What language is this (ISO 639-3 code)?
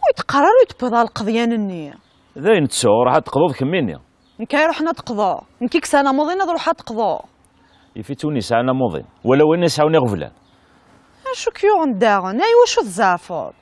kab